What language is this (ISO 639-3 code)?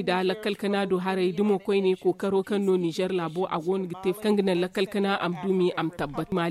dje